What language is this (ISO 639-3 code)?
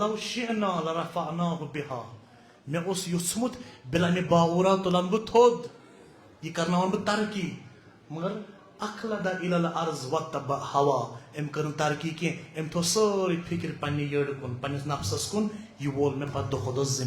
kas